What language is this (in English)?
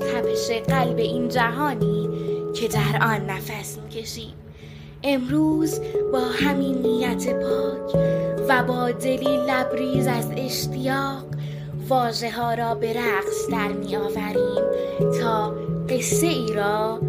Persian